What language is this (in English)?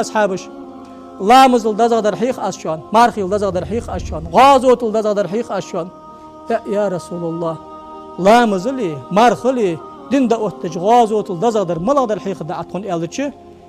Ingush